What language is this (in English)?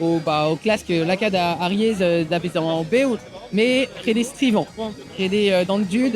Breton